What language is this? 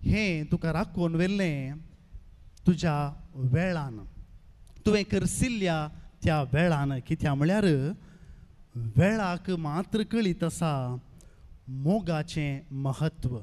Konkani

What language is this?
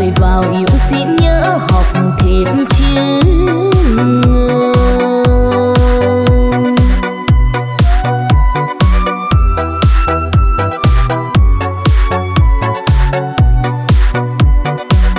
Vietnamese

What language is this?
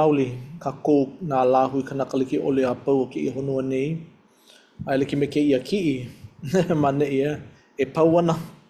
Hawaiian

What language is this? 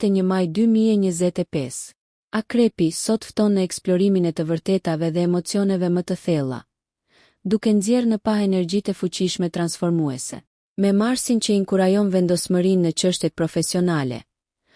Albanian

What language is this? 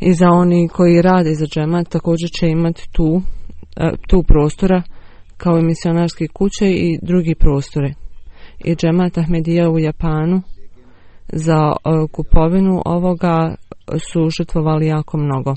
Bosnian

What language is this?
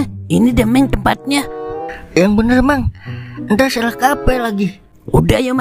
Betawi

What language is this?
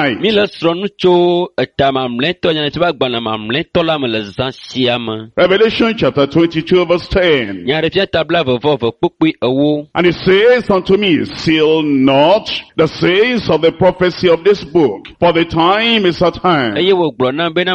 Ewe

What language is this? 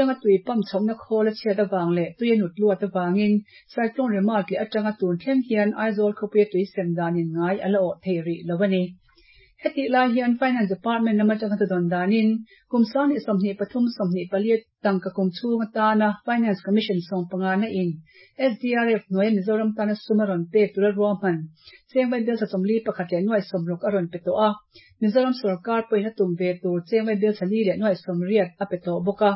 Mizo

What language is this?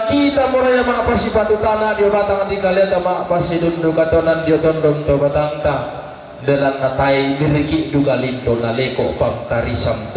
Toraja-Sa'dan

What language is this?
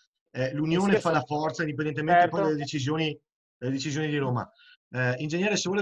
Italian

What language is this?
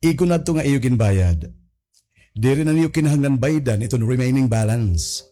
Waray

